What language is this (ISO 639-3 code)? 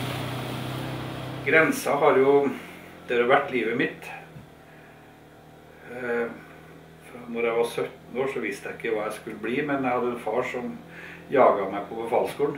nor